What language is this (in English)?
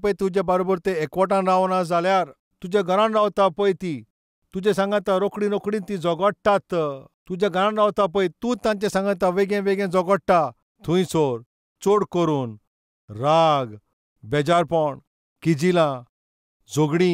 Konkani